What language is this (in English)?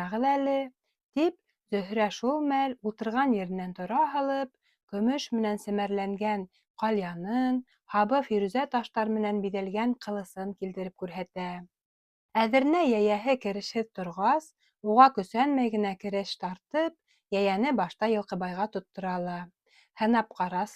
Bashkir